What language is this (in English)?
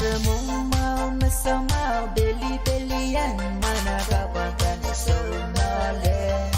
Pohnpeian